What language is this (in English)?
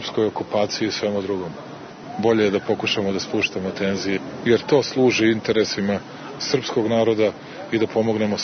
Serbian